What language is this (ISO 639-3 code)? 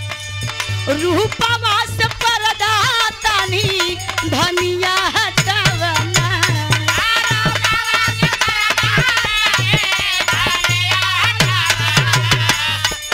bho